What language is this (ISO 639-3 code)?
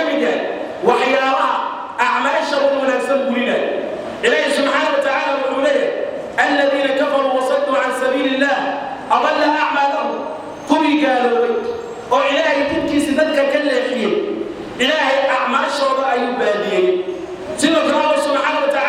som